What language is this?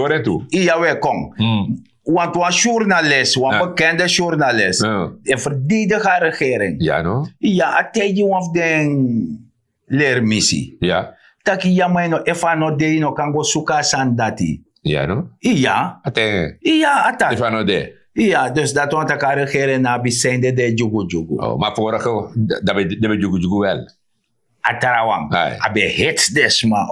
Sranan Tongo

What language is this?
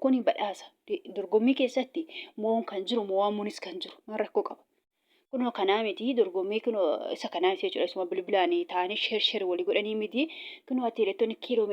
Oromo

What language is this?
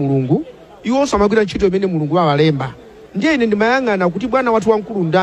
Nyanja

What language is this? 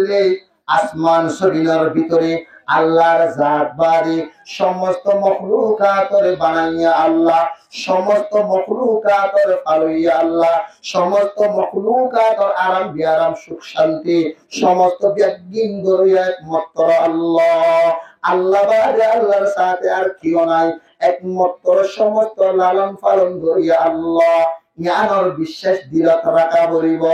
Rohingya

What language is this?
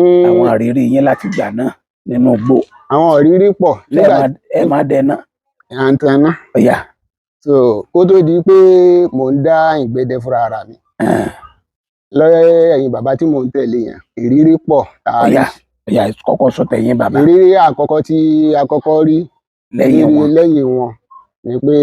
Yoruba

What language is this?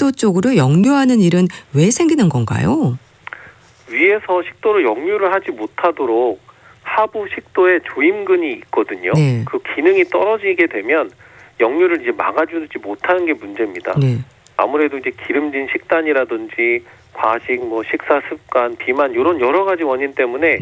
Korean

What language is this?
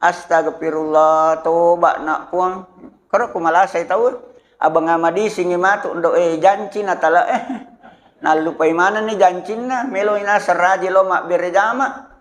Buginese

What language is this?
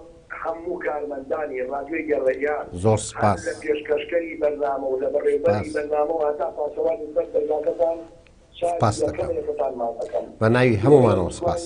Central Kurdish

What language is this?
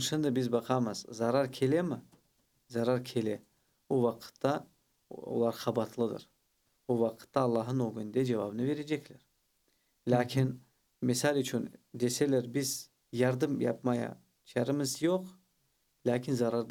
Crimean Tatar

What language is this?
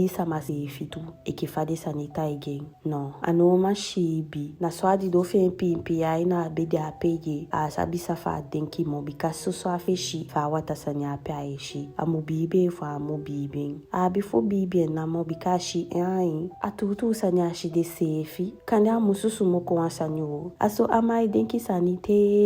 Eastern Maroon Creole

